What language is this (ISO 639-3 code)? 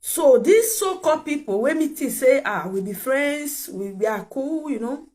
pcm